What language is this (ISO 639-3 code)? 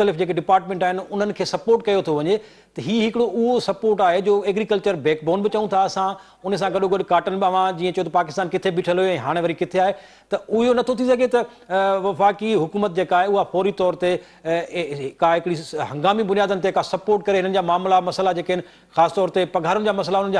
snd